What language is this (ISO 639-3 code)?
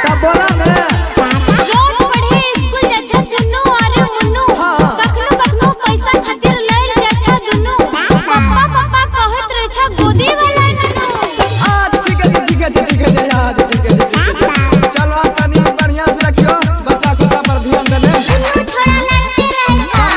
mai